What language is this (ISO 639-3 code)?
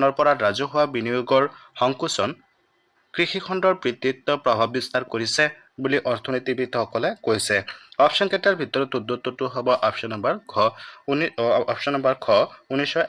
asm